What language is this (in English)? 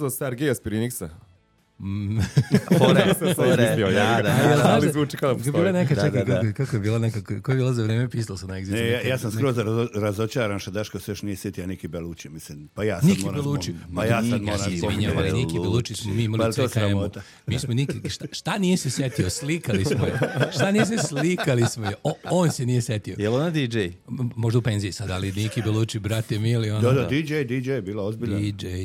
Serbian